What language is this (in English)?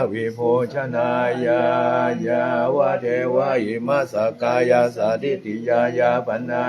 Pali